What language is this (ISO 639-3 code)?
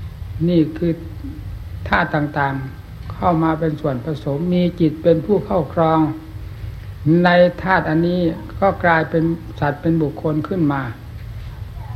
tha